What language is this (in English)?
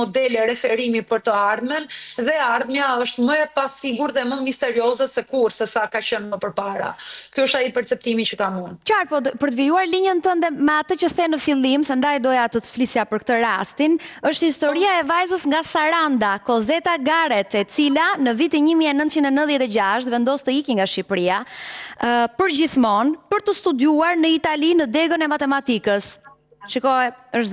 Albanian